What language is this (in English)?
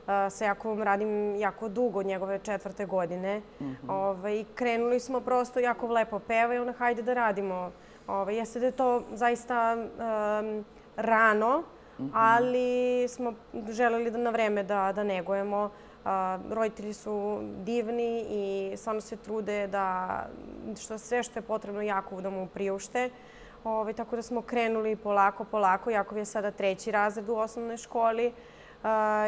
Serbian